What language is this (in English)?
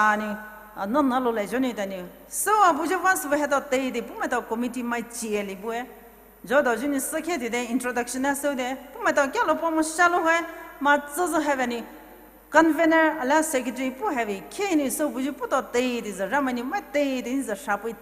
Poumei Naga